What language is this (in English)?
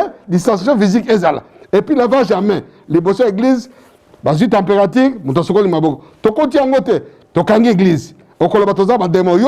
Lingala